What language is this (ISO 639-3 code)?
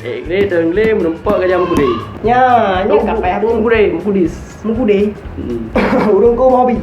ace